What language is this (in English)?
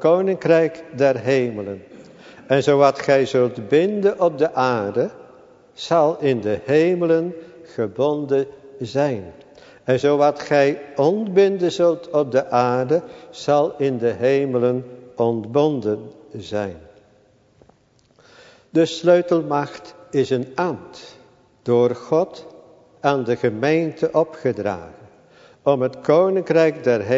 Dutch